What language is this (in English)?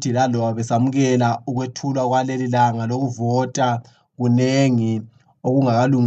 North Ndebele